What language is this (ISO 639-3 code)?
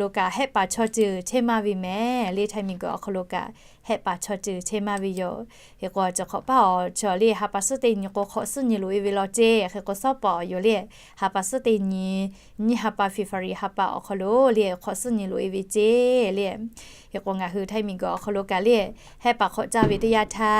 lhu